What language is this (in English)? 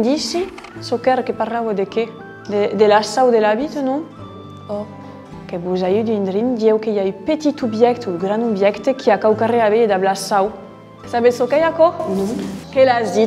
Occitan